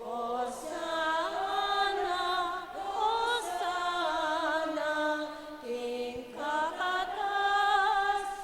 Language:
Pampanga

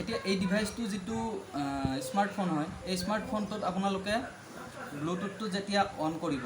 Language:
Assamese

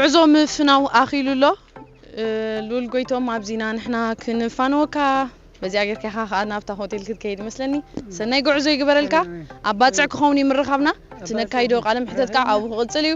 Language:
Tigrinya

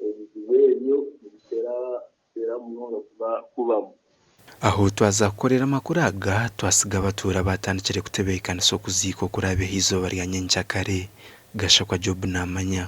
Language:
Nyankole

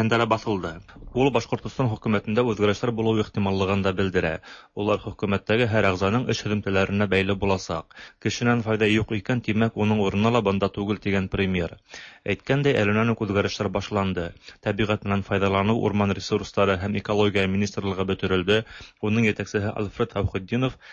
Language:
Tatar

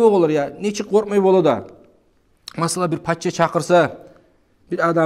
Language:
Kumyk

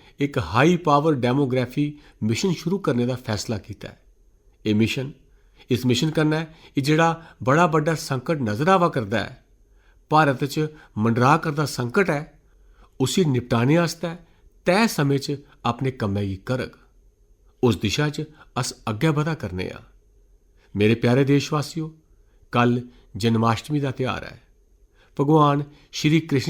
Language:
Dogri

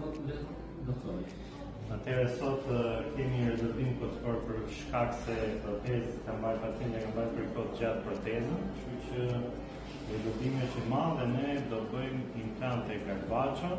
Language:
Albanian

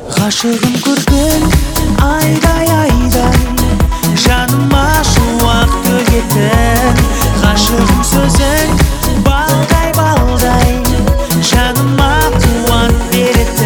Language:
Kazakh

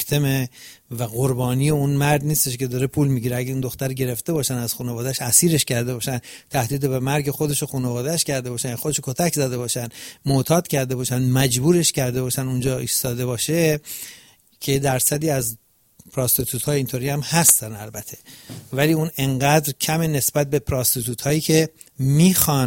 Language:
Persian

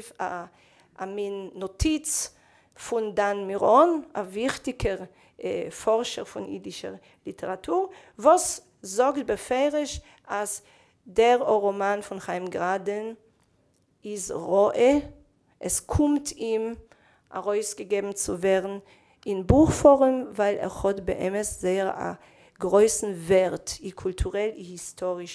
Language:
Yiddish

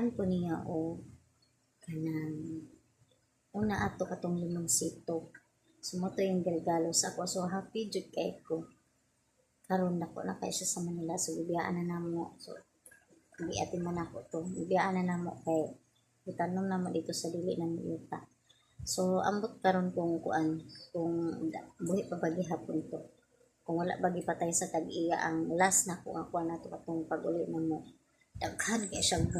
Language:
Cebuano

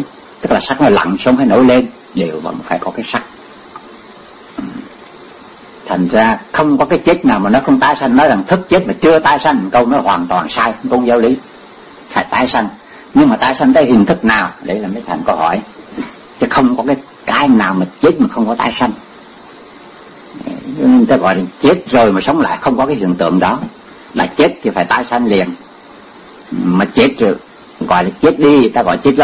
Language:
Vietnamese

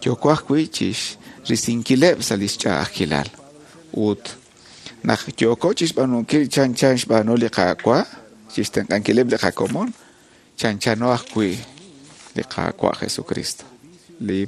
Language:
Kekchí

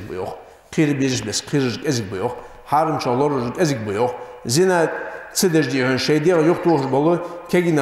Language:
Ingush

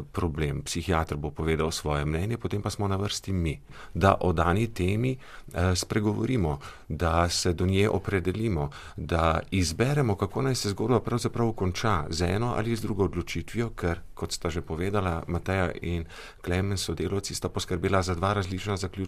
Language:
Slovenian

